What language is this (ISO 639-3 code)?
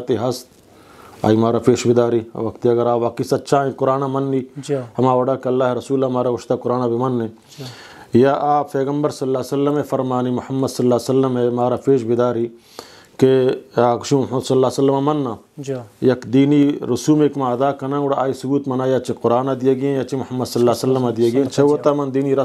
bgp